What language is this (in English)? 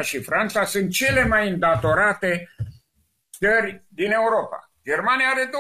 Romanian